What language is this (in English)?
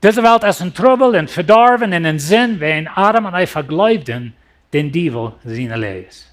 Plautdietsch